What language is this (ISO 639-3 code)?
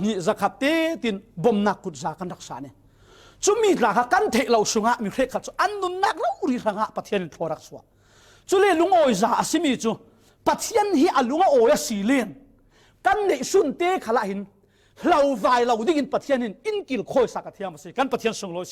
cfm